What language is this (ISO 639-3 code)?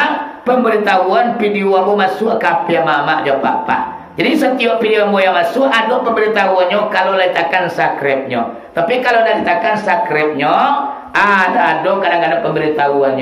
min